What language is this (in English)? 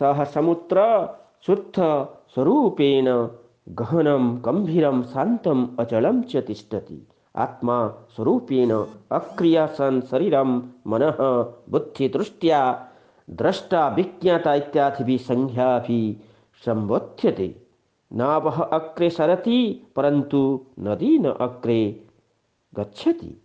Sanskrit